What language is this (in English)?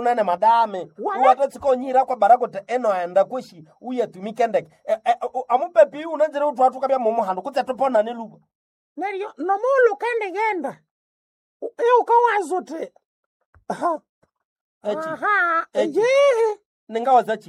Nande